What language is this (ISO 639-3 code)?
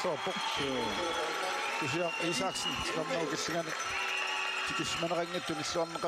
kal